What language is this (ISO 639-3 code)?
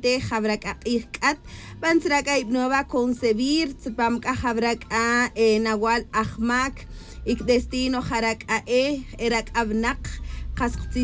tzj